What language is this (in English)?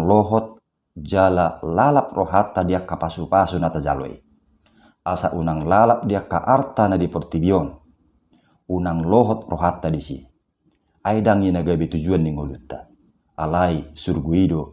Batak Toba